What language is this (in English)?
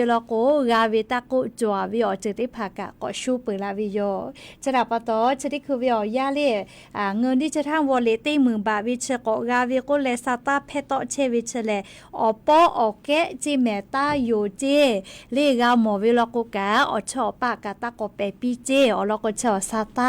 Lahu